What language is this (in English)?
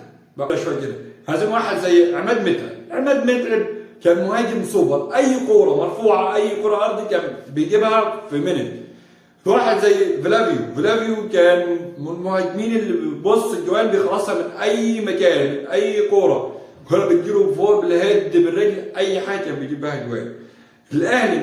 Egyptian Arabic